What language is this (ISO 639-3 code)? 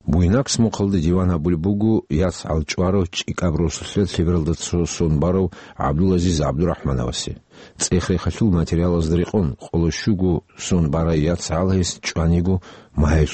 ava